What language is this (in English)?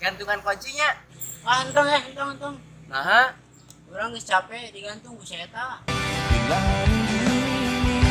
Sundanese